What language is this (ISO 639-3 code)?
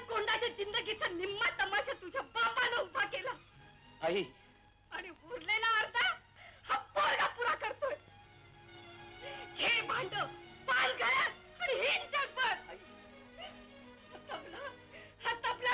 mar